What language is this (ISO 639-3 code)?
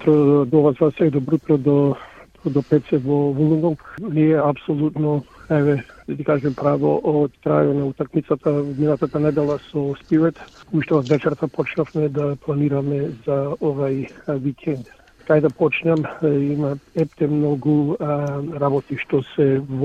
mkd